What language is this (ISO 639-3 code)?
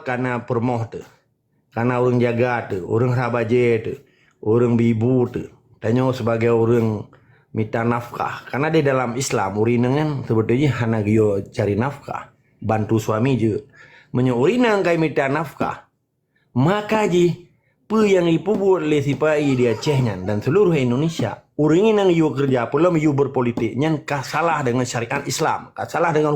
ace